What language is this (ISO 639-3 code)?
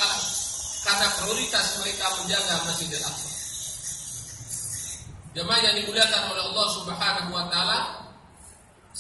ind